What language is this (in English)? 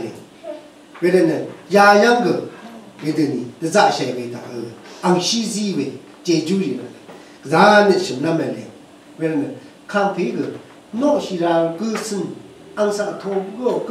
Rawang